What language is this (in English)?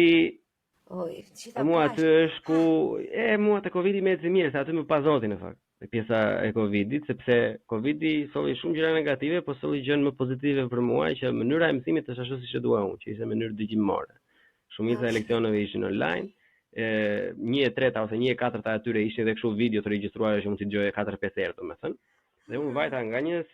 Albanian